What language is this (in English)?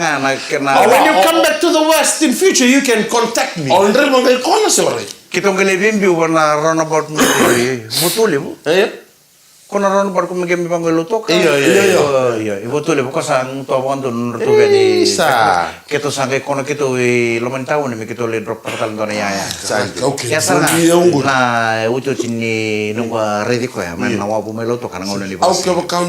Fijian